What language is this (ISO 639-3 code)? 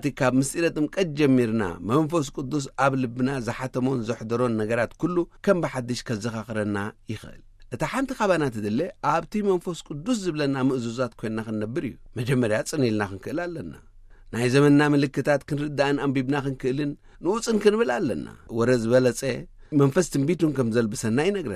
tir